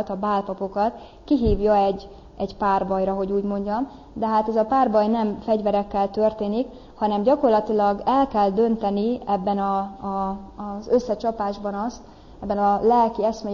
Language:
Hungarian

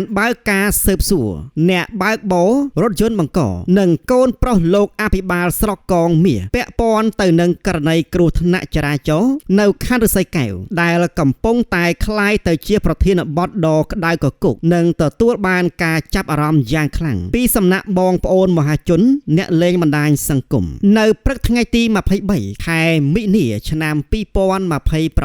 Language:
Khmer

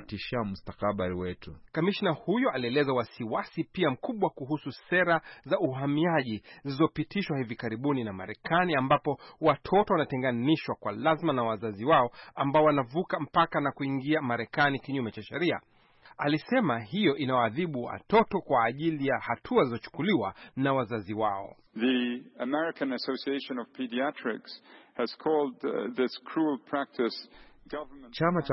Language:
Swahili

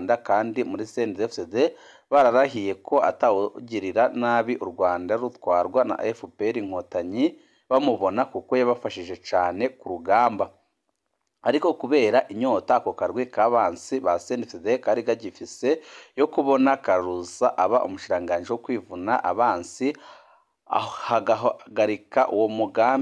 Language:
Rundi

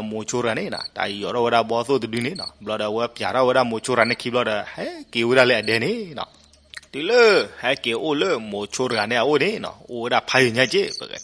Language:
S'gaw Karen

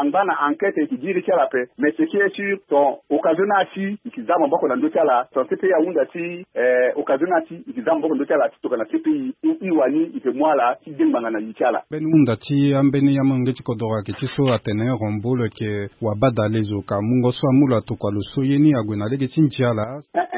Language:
Sango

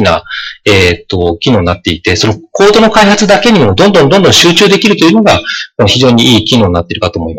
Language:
Japanese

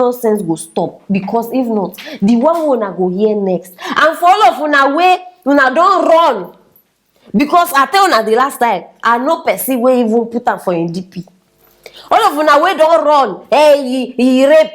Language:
Nigerian Pidgin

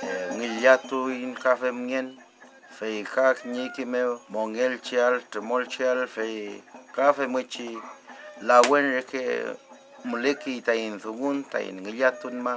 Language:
Mapuche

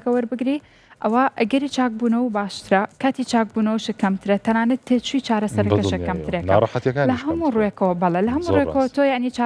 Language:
Central Kurdish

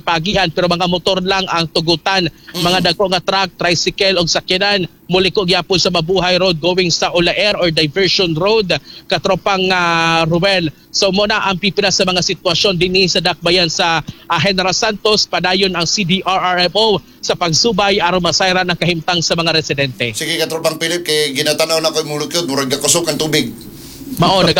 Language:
Cebuano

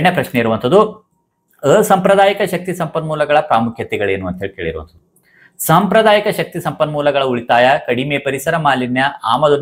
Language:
Kannada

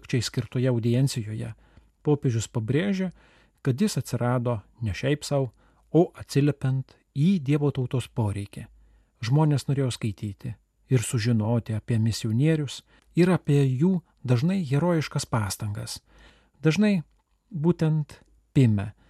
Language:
Lithuanian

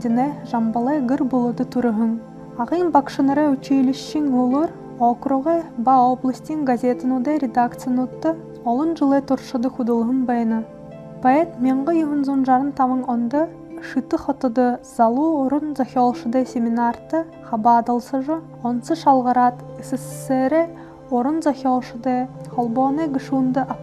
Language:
Buriat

